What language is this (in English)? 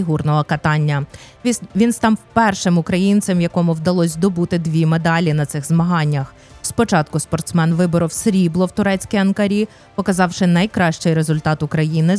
Ukrainian